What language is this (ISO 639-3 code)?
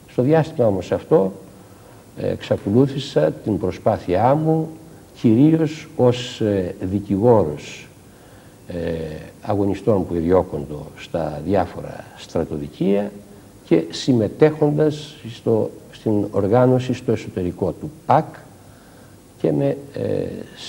ell